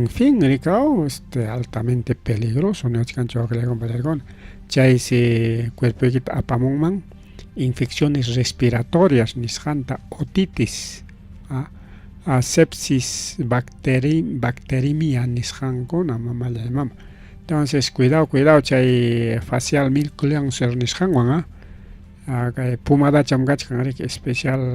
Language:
Ayacucho Quechua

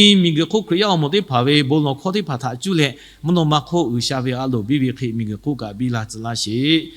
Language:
Lahu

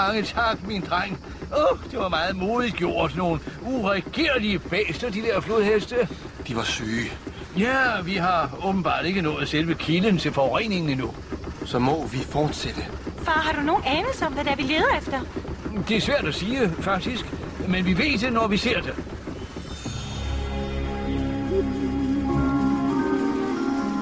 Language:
Danish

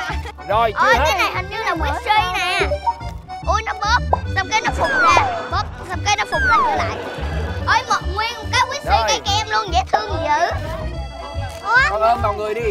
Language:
Vietnamese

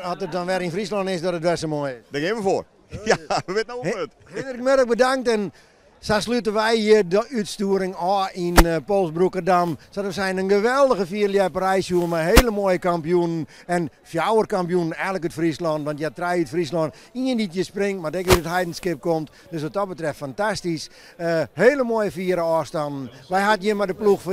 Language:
Western Frisian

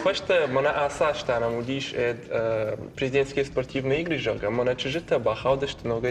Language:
Ossetic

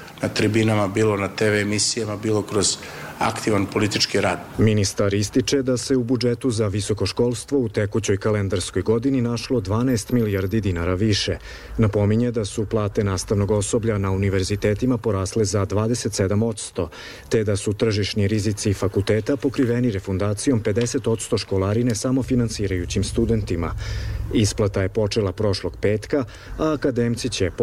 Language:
Serbian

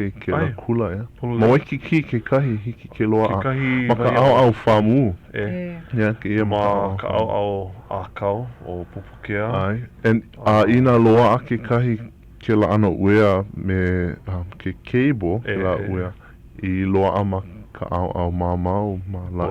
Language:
Hawaiian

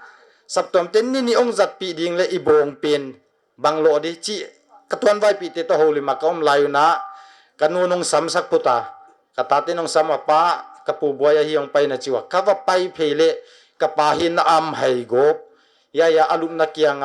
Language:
Paite Chin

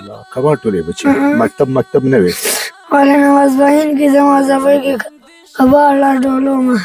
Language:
Pashto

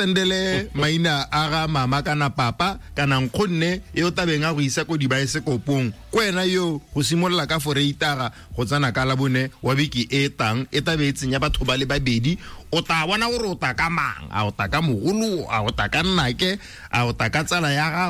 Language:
Tswana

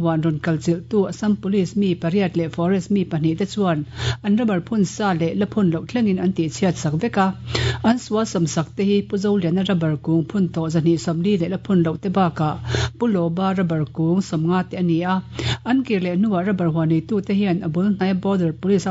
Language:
Mizo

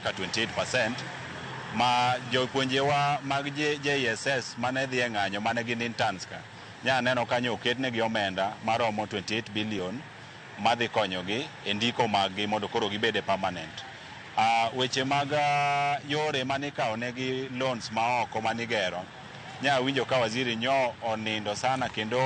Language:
Luo (Kenya and Tanzania)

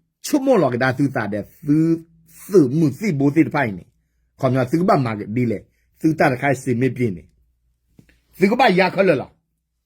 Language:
S'gaw Karen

